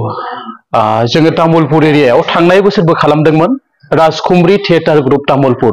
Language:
Bodo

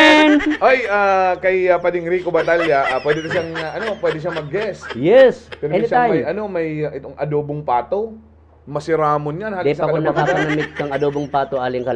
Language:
Bikol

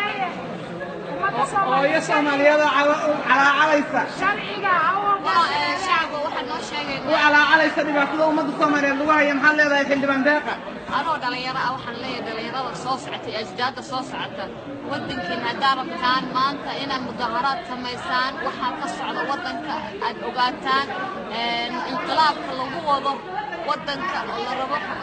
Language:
Somali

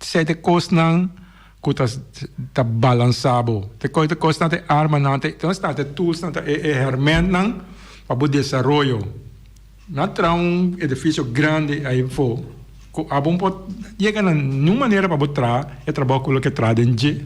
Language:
Papiamento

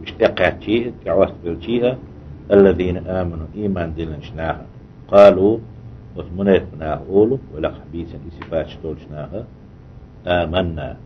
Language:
Chechen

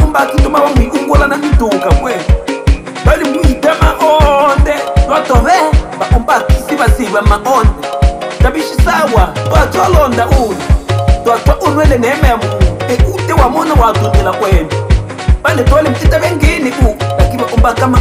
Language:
Swahili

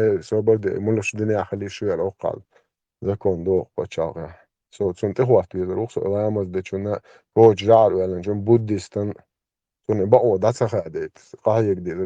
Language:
Chechen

